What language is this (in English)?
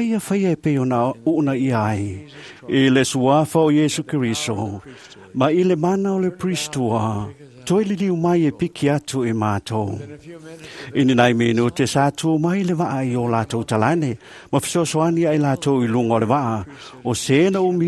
Samoan